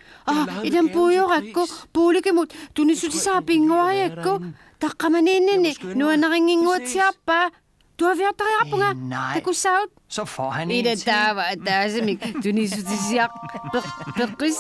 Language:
Kalaallisut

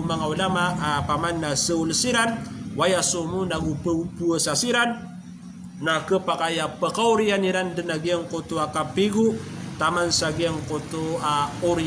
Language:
Maranao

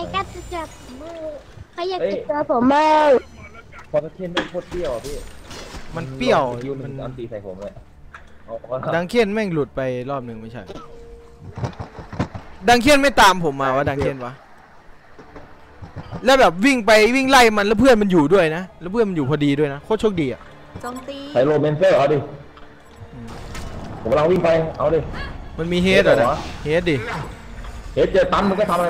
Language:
Thai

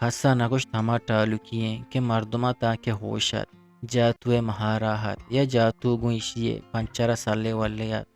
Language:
Eastern Balochi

